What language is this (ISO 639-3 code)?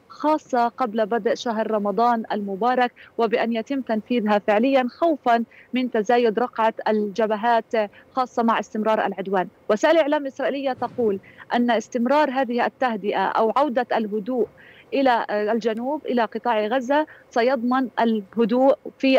ara